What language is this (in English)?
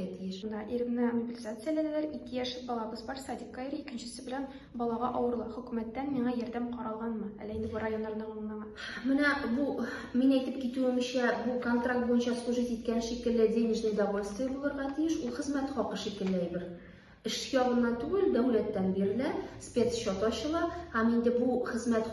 Tatar